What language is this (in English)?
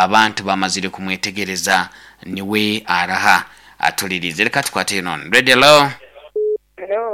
Nyankole